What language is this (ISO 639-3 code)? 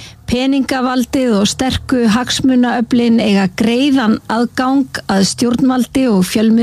isl